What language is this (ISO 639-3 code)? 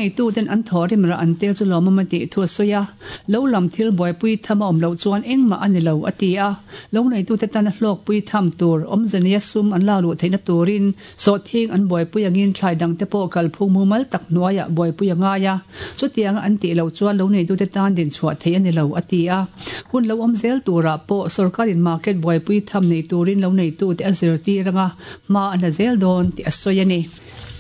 lus